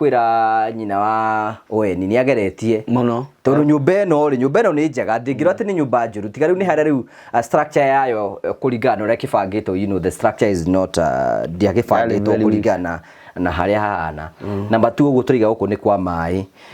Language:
Kikuyu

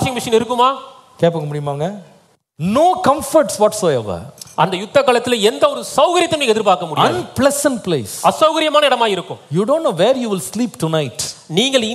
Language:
Tamil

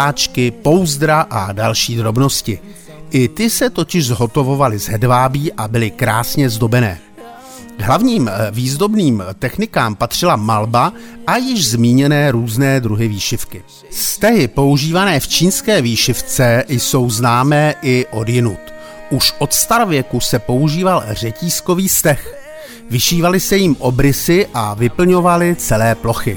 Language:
Czech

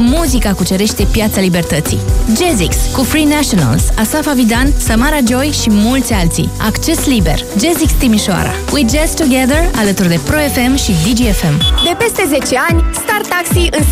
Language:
Romanian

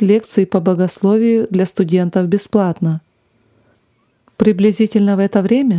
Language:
Russian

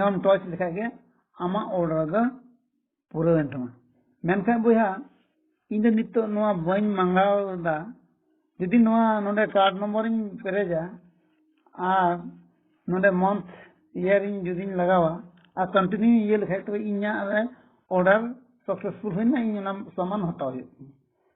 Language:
Santali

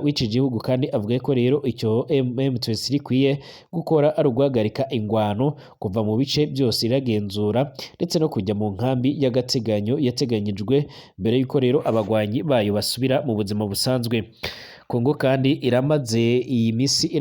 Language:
Rundi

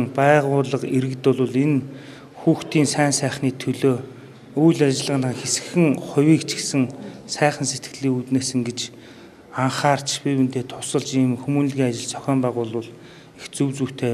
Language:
Mongolian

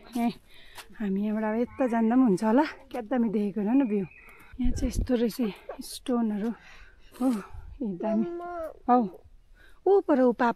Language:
Nepali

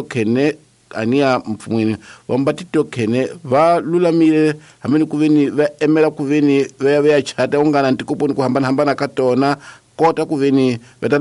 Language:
Tsonga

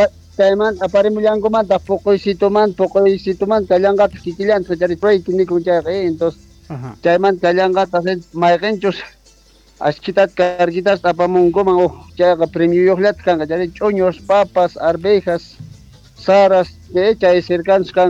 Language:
Quechua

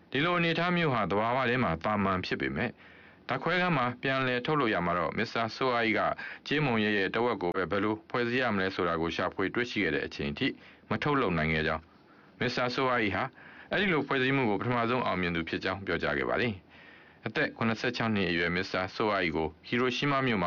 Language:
Burmese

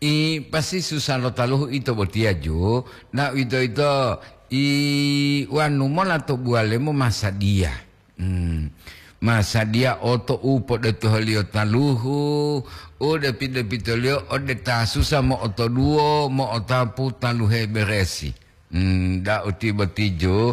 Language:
Gorontalo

